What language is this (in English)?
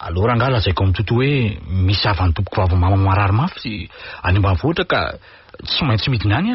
Malagasy